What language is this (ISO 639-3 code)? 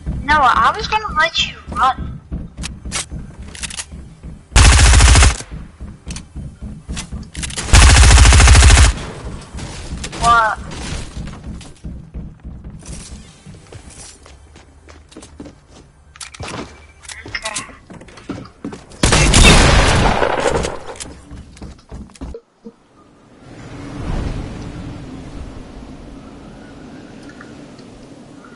eng